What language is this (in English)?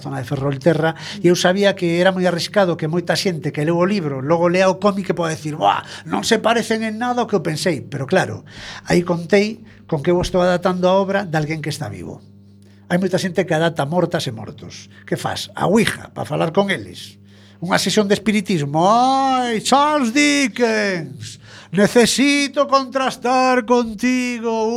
Galician